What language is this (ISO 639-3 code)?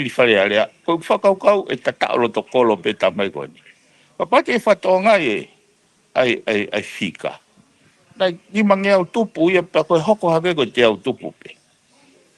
ton